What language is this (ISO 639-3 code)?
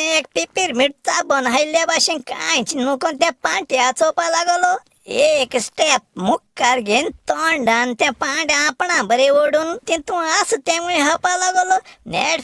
kok